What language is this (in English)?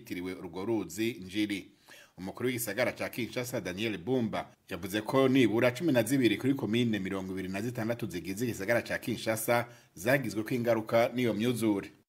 Rundi